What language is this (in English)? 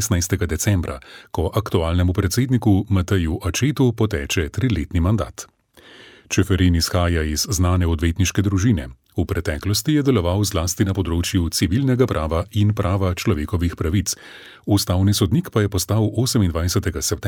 Slovenian